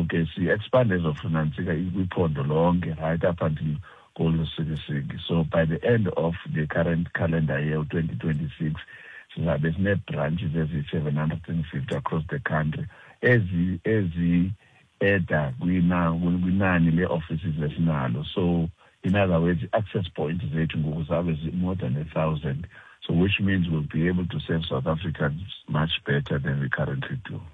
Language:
Xhosa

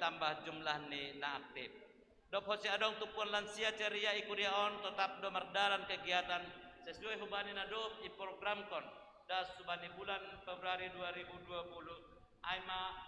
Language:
Batak Simalungun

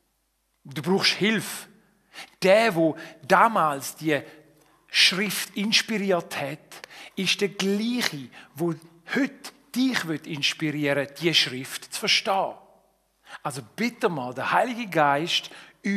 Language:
Swiss German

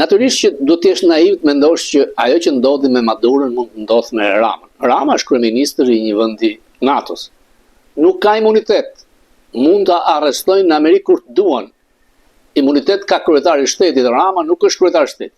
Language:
Albanian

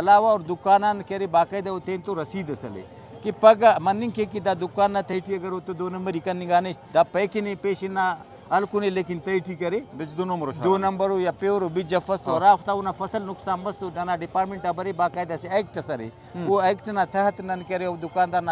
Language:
Brahui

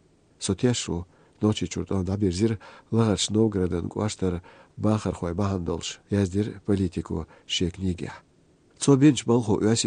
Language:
Chechen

